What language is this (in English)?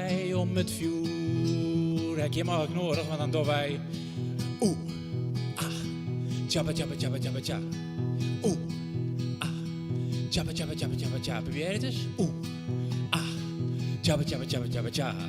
Western Frisian